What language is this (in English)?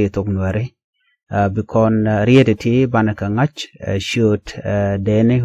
Nuer